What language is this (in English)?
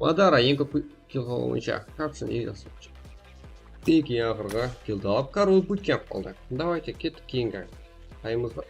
Kara-Kalpak